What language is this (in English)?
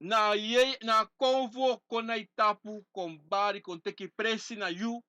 Sranan Tongo